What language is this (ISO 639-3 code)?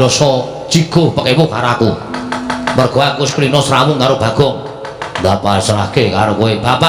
jav